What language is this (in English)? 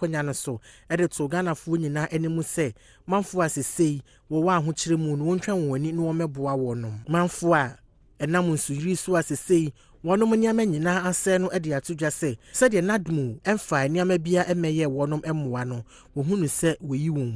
Akan